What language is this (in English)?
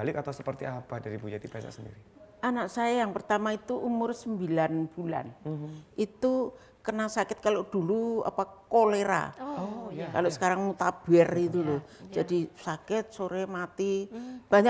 Indonesian